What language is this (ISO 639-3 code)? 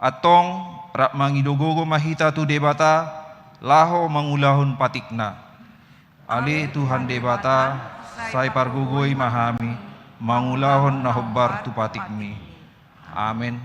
bbc